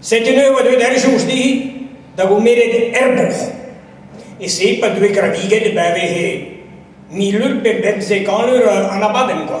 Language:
Breton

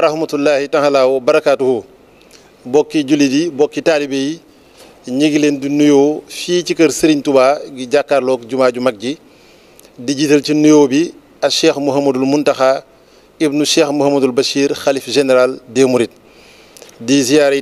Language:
Wolof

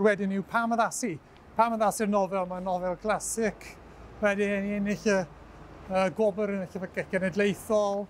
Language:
Welsh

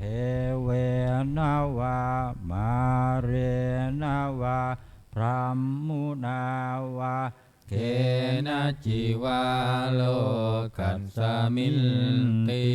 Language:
Pali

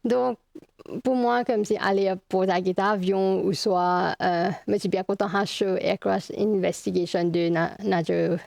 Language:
Morisyen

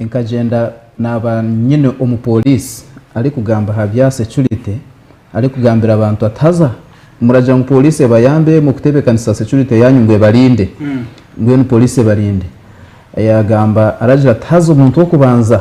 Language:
Nyankole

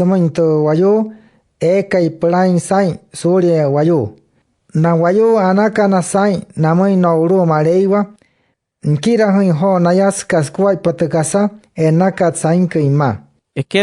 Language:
Wayuu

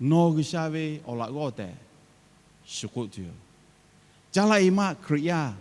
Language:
Lahu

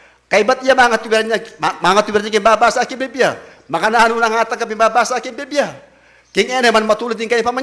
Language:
Pampanga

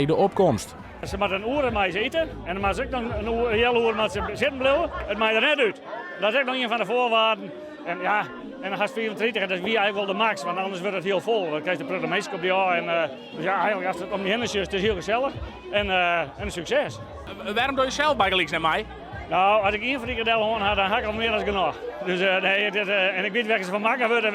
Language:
Western Frisian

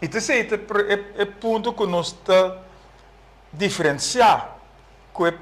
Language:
Papiamento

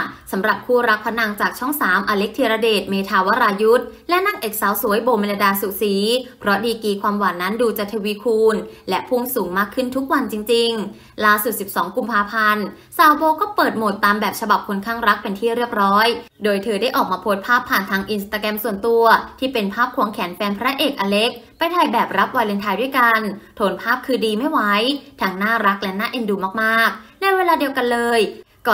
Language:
Thai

